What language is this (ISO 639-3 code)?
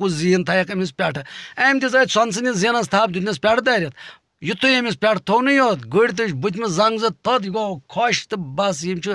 kas